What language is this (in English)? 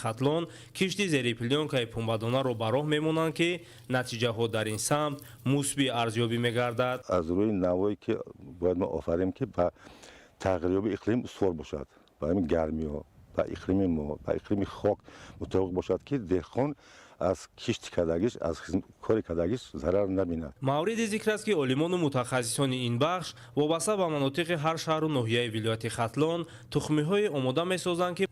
Tajik